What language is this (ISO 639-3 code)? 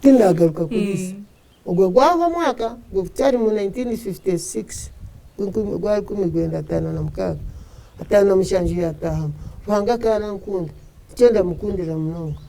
nyn